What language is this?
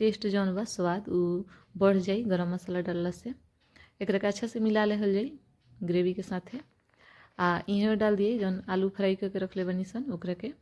Bhojpuri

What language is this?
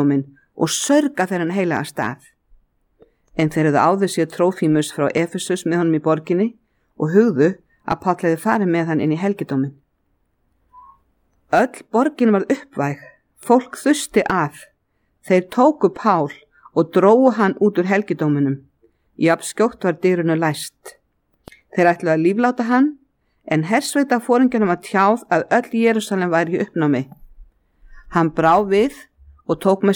Icelandic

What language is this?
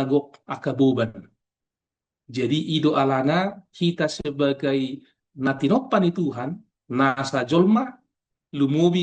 Batak Toba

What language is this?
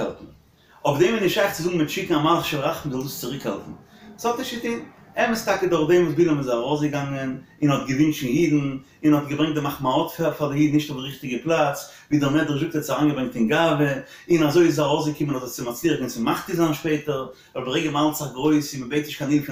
Yiddish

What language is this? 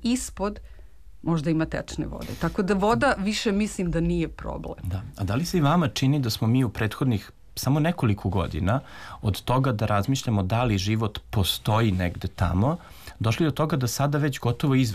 Serbian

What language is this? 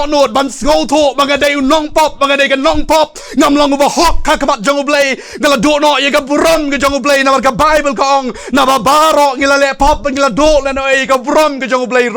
Khasi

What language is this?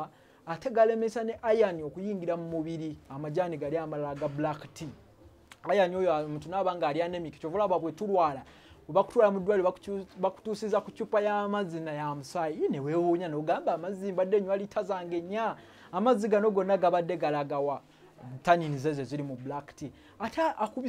Ganda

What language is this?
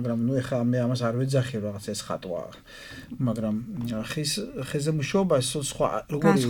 Georgian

